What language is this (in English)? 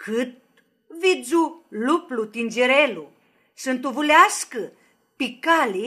Aromanian